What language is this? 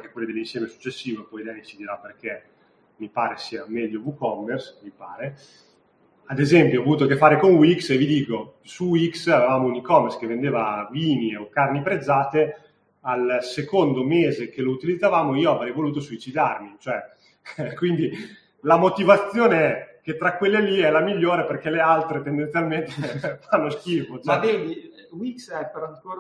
Italian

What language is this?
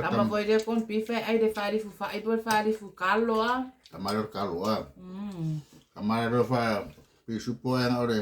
Samoan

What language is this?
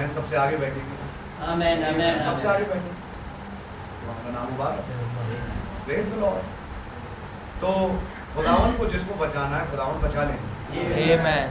Hindi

